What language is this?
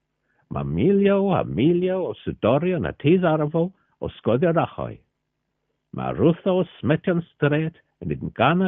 Cornish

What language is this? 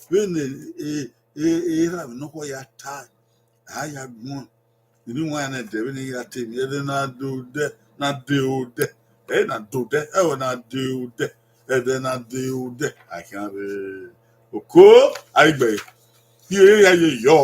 Bini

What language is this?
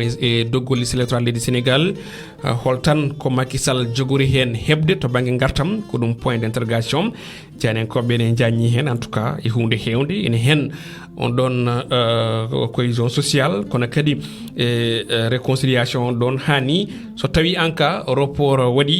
Fula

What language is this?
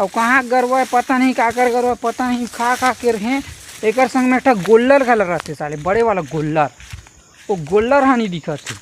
Chhattisgarhi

